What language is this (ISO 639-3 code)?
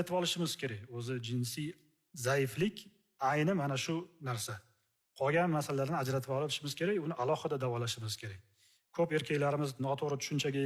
uzb